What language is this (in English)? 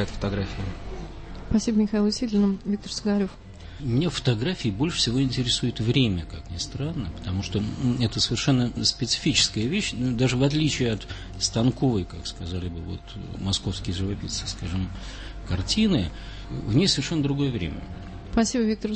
Russian